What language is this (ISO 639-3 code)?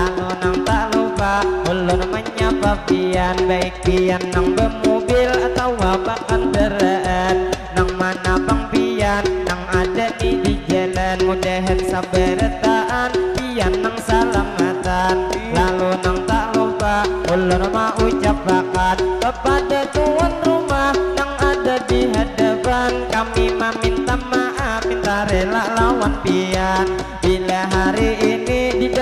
bjn